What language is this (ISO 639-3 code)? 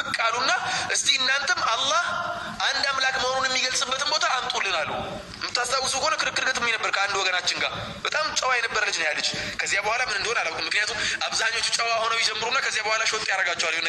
amh